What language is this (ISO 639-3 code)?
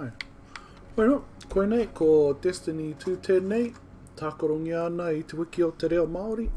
mri